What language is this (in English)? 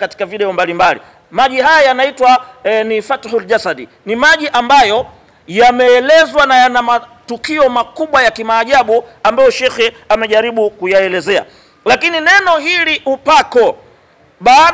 Swahili